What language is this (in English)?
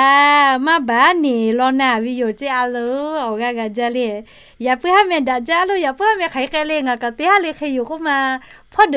Lahu